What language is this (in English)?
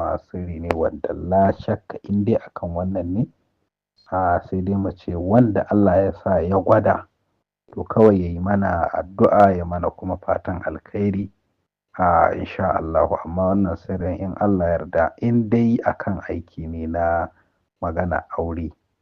Hausa